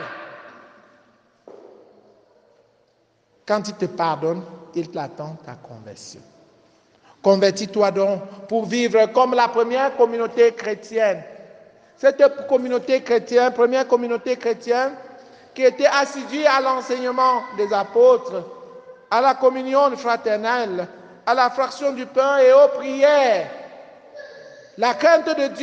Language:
French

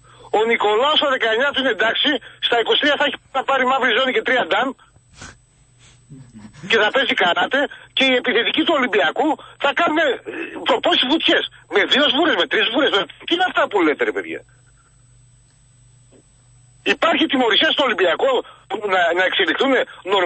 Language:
Greek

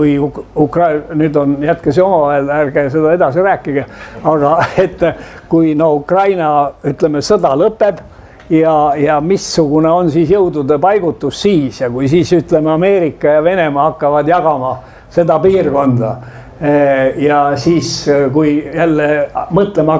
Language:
Estonian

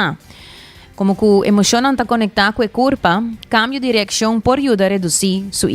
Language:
Papiamento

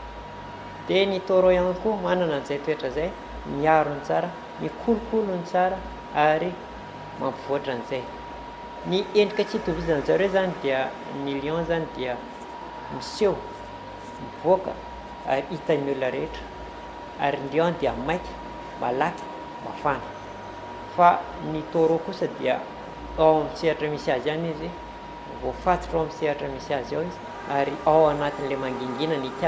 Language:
Malagasy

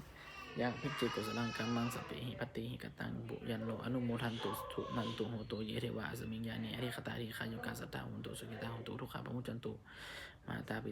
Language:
Pali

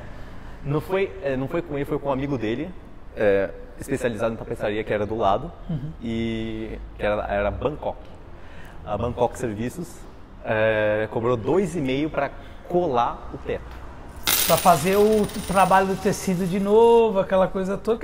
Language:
Portuguese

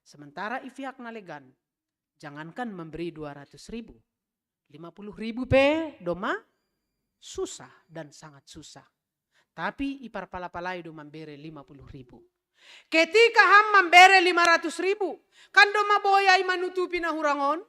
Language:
Batak Simalungun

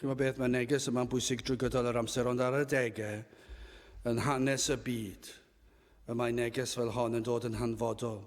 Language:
Welsh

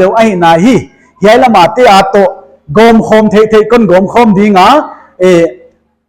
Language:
Paite Chin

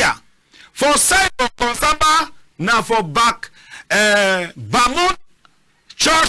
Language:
Cameroon Pidgin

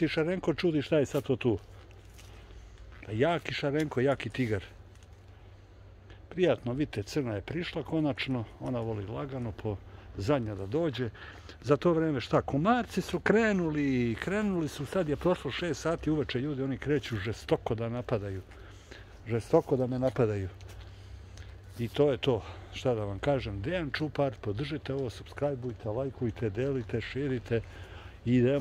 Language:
Serbian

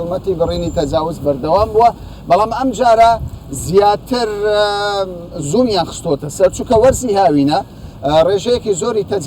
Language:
Central Kurdish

